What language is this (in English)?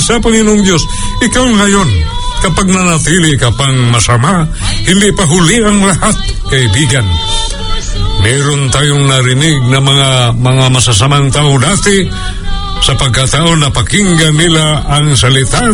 Filipino